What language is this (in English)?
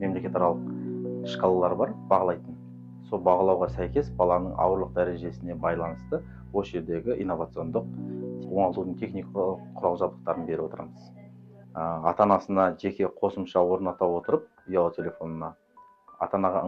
Kazakh